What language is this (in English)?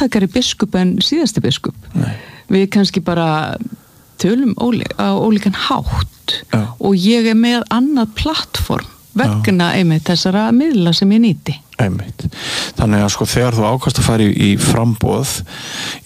Icelandic